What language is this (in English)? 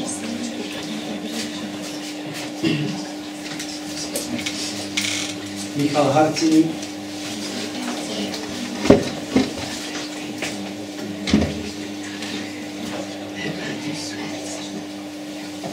Czech